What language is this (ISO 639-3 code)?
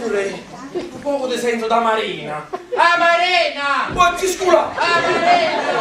nap